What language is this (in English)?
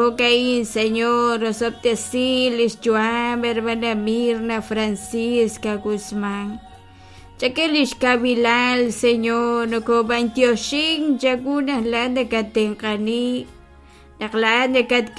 Kekchí